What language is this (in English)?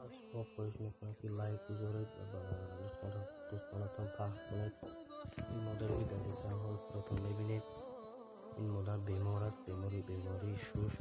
Tajik